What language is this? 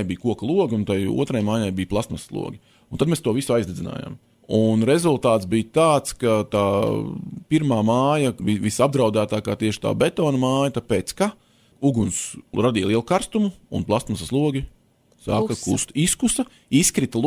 Latvian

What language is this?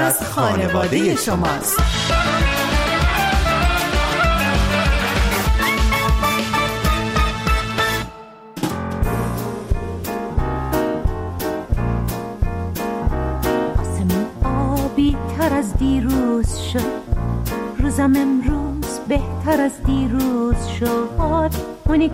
Persian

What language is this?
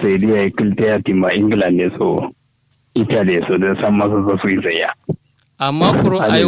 Kanuri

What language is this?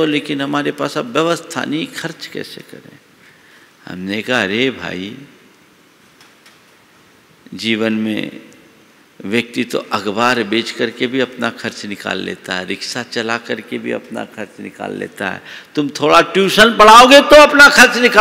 Hindi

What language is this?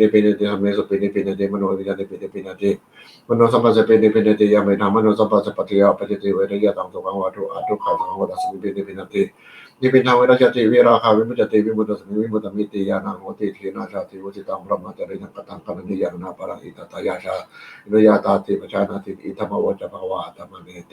Pali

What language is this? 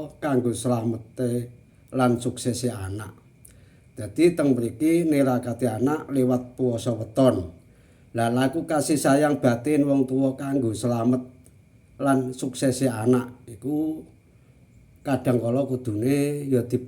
Javanese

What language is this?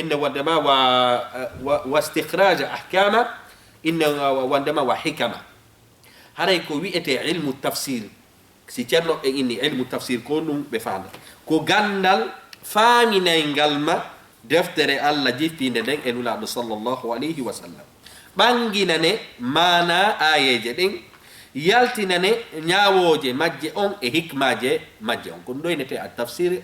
Fula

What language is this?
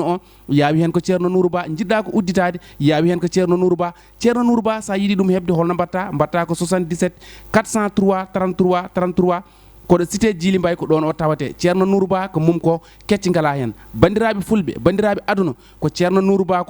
Fula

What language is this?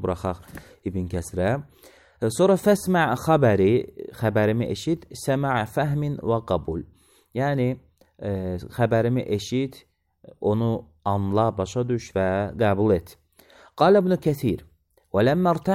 Azerbaijani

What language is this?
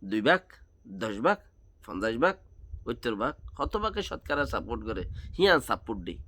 Rohingya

